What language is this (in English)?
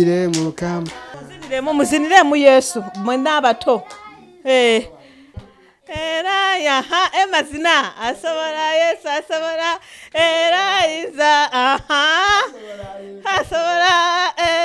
Ganda